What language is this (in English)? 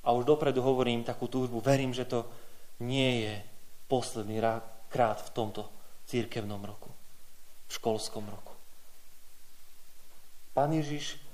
Slovak